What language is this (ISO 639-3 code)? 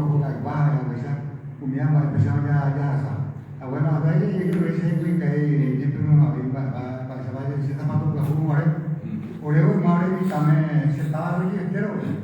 grn